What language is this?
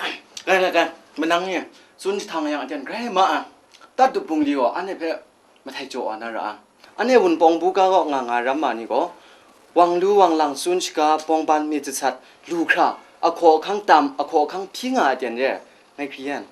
Kachin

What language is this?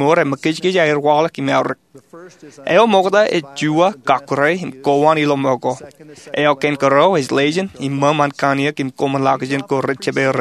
Marshallese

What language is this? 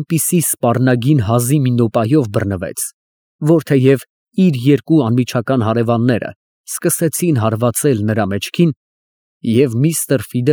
Armenian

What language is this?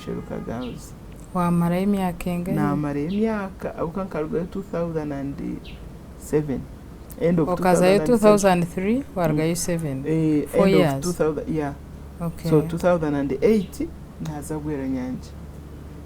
Nyankole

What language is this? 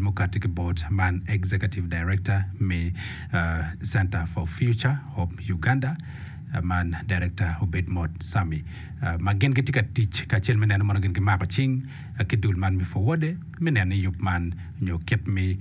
Acoli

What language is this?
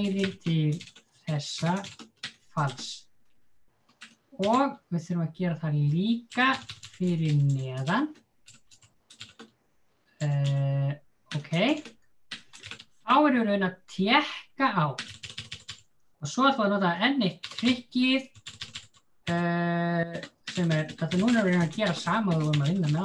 Icelandic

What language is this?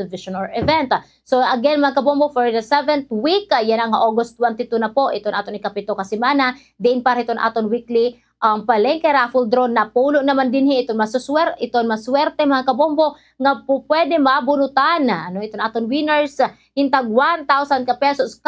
Waray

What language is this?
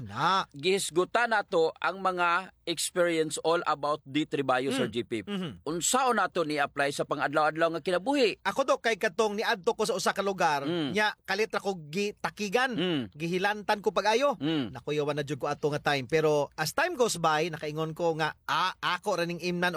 Cebuano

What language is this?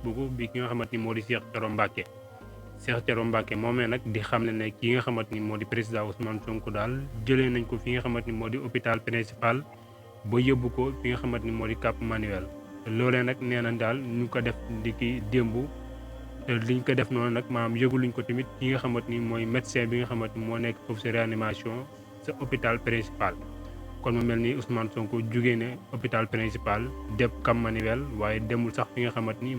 Wolof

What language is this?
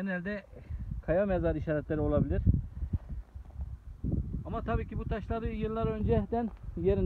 Turkish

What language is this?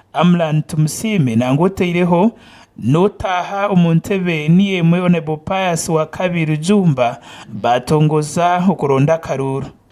Nyankole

